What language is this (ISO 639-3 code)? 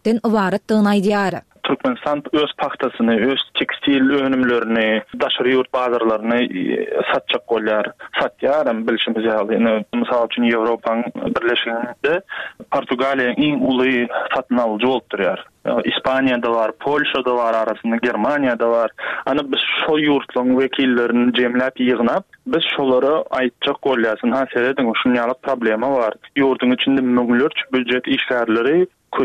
tuk